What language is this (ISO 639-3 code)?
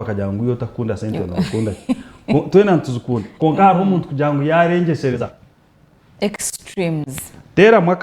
nyn